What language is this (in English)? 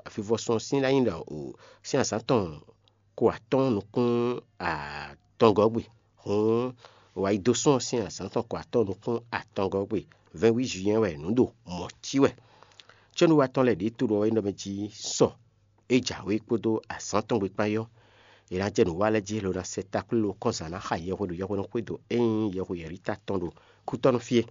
Fon